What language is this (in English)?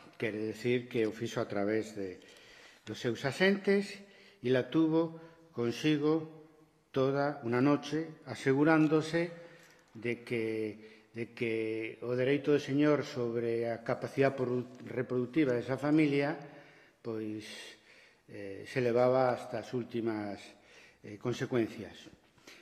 Galician